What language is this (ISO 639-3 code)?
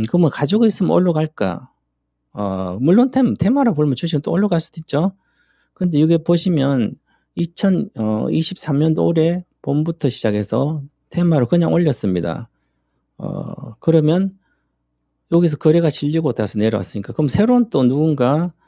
kor